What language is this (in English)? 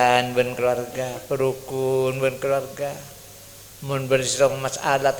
Madurese